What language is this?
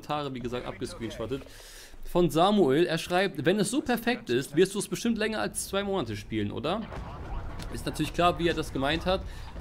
German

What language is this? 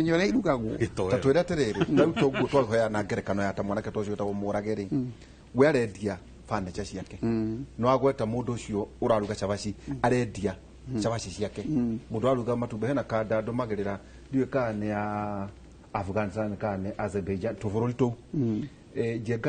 Kikuyu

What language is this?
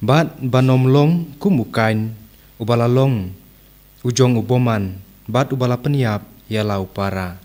Khasi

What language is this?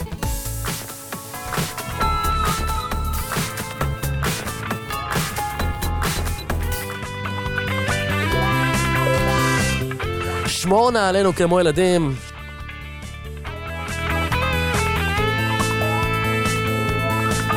Hebrew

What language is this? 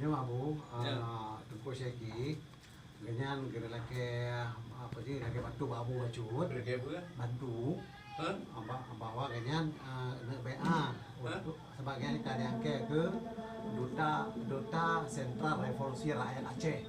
Achinese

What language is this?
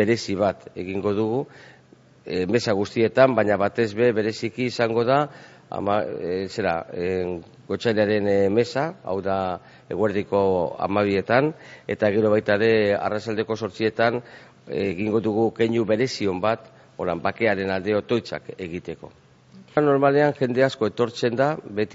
Basque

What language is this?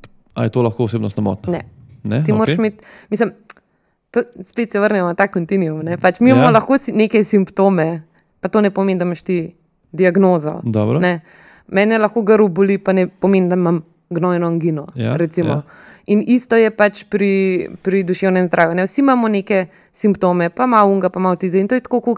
Slovenian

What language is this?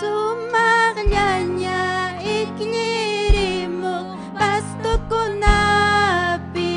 Ayacucho Quechua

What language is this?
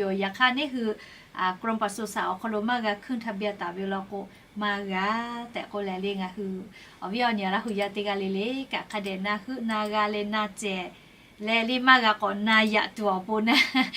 Lahu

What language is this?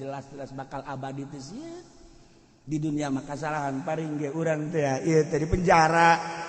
Sundanese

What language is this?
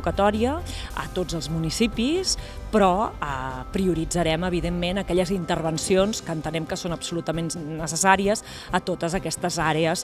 Catalan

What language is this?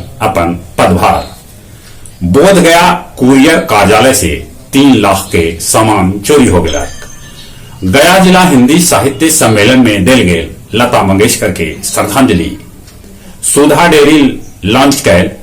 Magahi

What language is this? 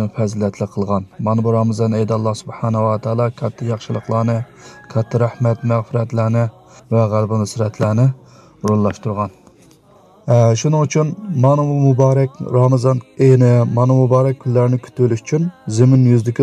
Uyghur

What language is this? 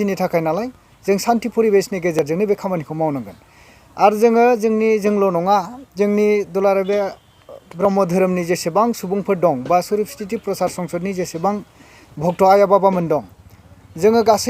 Bodo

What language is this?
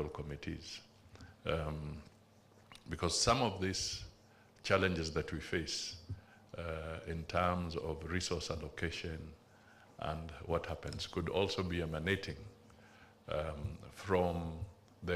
Gusii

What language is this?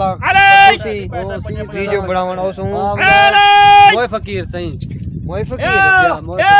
Saraiki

